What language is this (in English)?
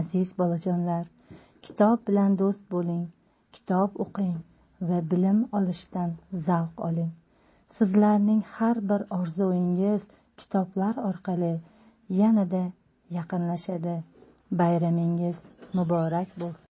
Uzbek